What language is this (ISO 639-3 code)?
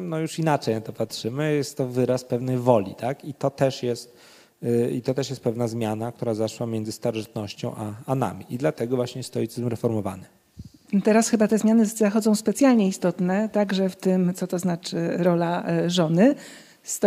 pol